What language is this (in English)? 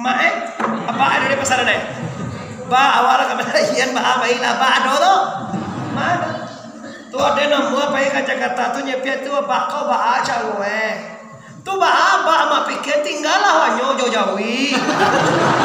Minangkabau